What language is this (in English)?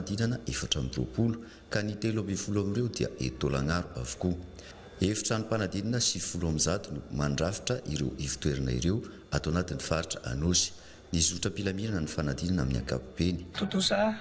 Malagasy